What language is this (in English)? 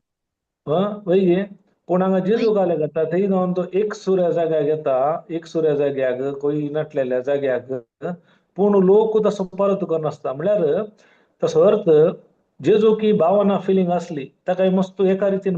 Konkani